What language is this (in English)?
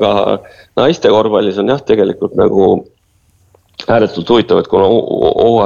Estonian